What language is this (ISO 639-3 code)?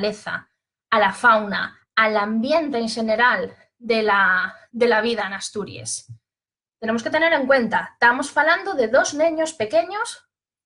ast